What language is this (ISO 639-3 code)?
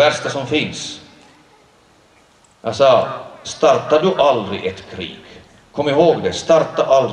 swe